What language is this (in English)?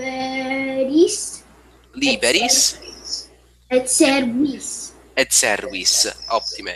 Latin